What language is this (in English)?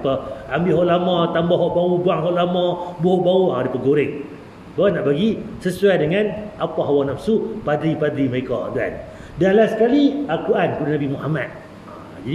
Malay